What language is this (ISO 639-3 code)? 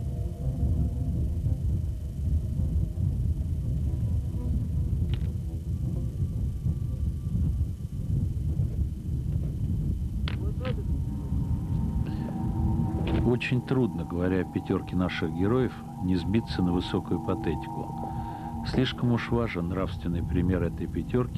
rus